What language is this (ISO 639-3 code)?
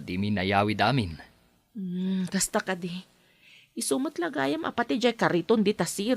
ilo